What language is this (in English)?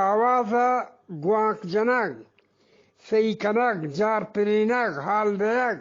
Eastern Balochi